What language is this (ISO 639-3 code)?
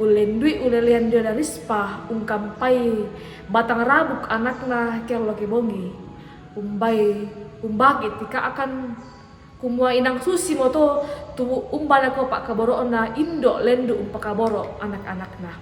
sda